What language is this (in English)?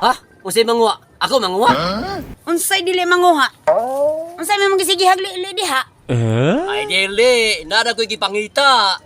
Cebuano